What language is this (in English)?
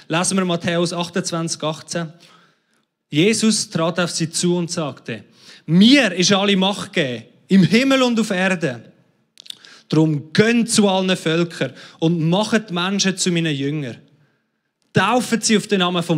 Swiss German